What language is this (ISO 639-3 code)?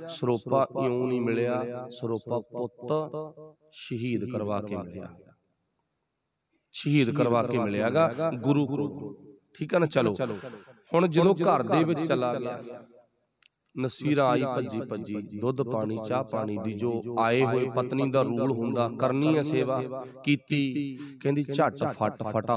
pan